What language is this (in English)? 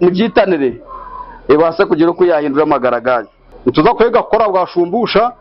Nyankole